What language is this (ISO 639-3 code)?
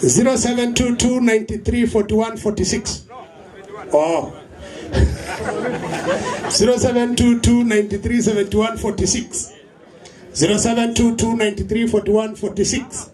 mas